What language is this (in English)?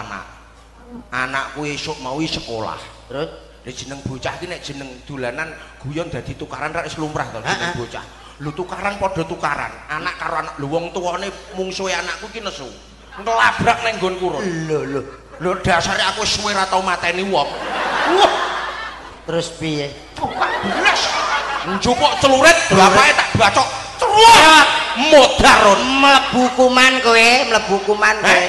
Javanese